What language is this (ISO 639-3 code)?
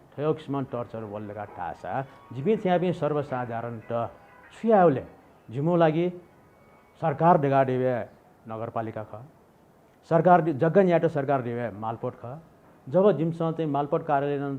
new